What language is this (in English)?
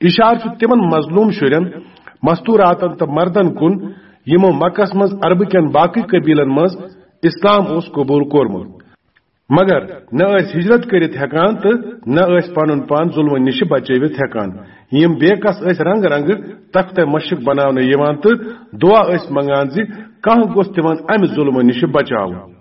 Kashmiri